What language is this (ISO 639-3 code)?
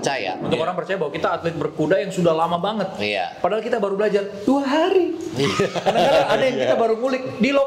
ind